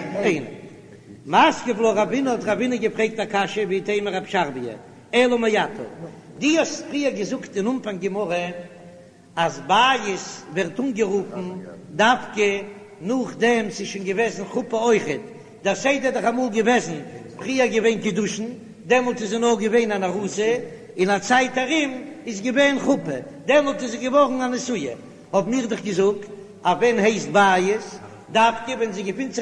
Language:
Yiddish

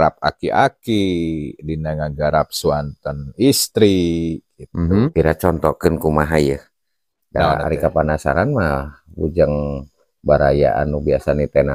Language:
Sundanese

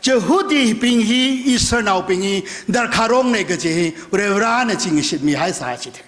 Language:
Tangkhul Naga (India)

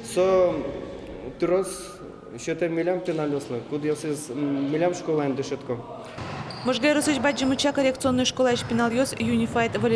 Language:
Udmurt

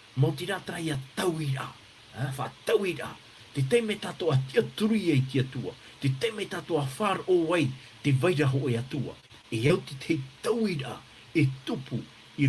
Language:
Tahitian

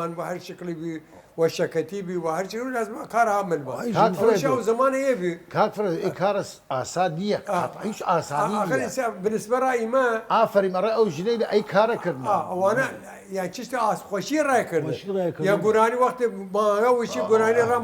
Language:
Southern Kurdish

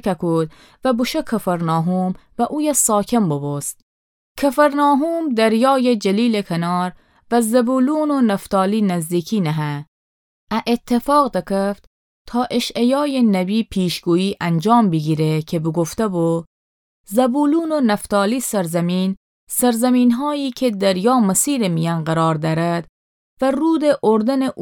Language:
Gilaki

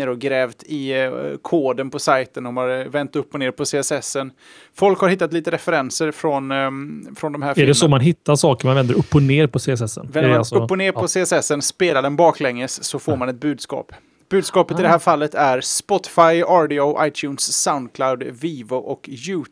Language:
Swedish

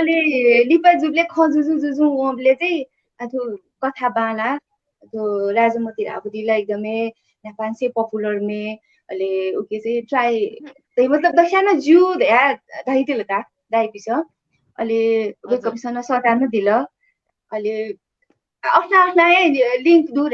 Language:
Newari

